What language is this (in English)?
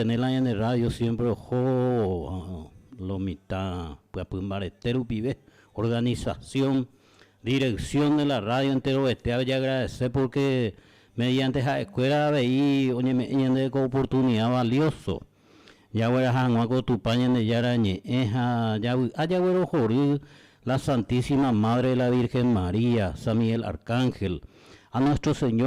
Guarani